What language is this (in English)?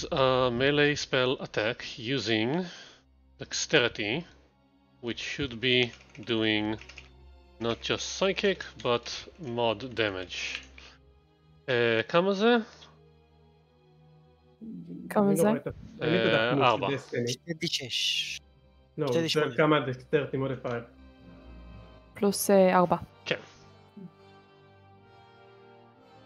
Hebrew